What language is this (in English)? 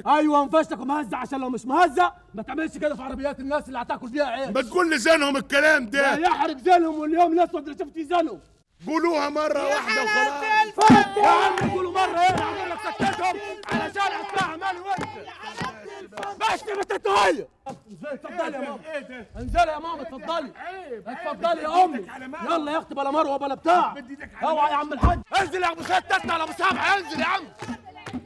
Egyptian Arabic